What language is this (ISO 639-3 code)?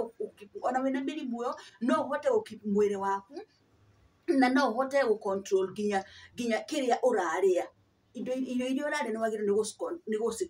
kik